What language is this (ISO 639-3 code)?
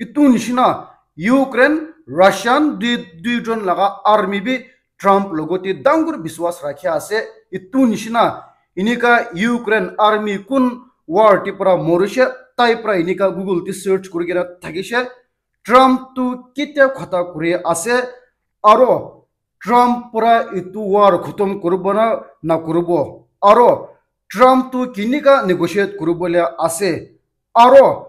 nag